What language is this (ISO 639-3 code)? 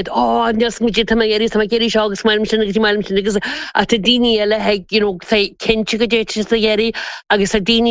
gle